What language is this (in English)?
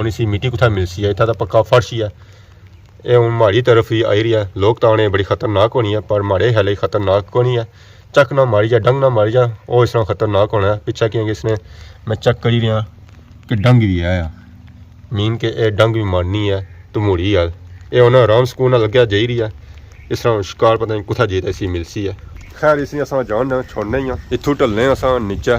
Pahari-Potwari